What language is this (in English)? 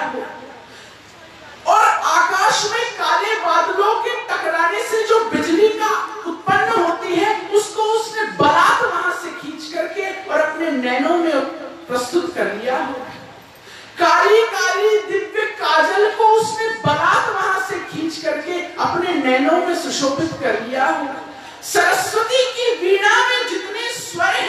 Hindi